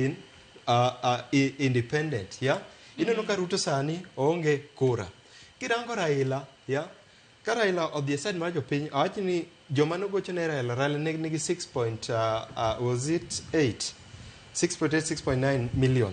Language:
Luo (Kenya and Tanzania)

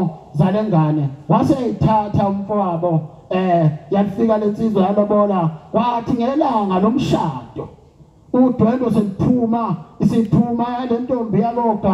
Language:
Zulu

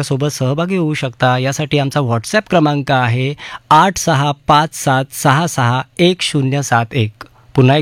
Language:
Marathi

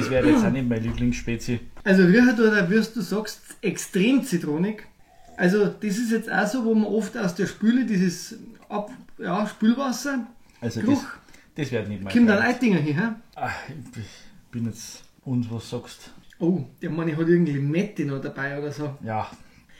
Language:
Bavarian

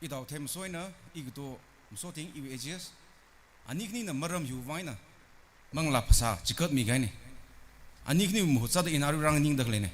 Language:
Tangkhul Naga (India)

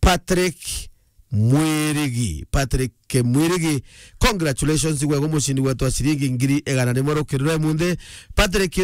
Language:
Meru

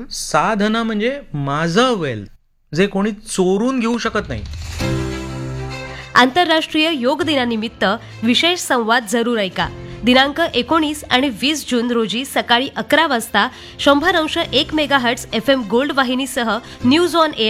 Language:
Marathi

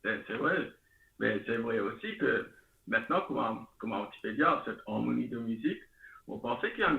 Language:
Morisyen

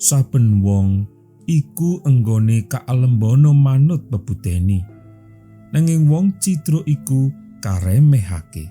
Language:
Javanese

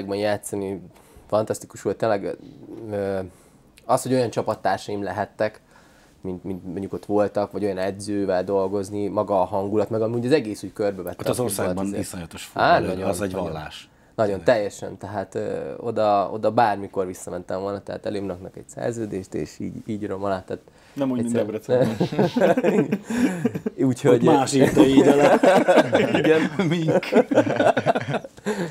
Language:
Hungarian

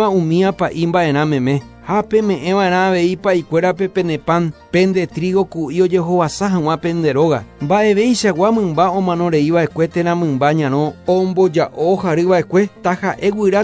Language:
Guarani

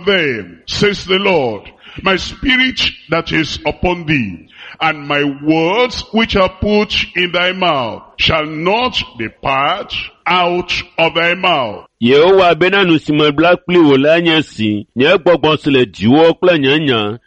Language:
Ewe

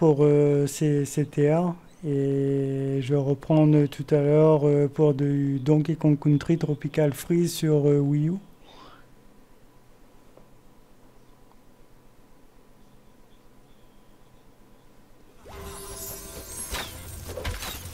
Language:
French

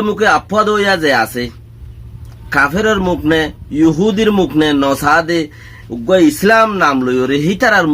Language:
Rohingya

